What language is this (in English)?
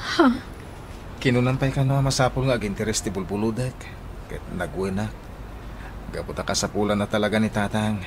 Iloko